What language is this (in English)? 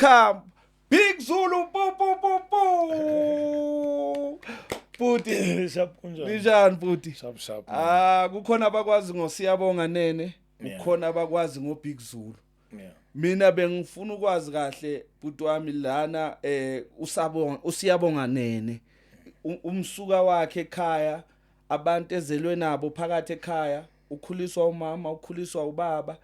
Zulu